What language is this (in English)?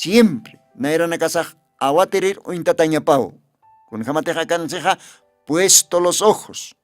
Aymara